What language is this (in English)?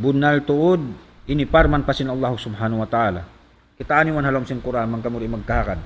Tausug